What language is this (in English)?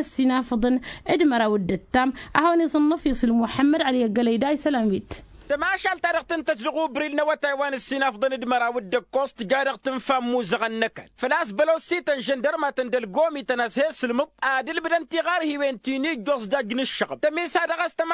Tamasheq